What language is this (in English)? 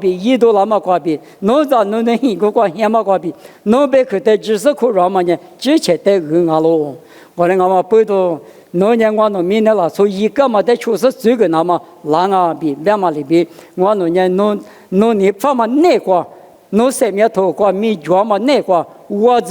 Lisu